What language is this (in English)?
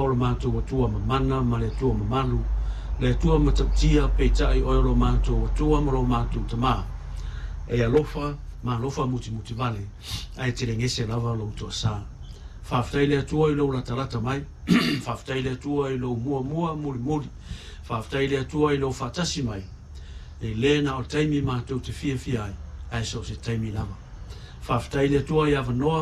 Samoan